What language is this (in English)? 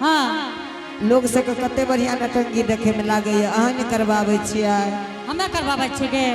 Angika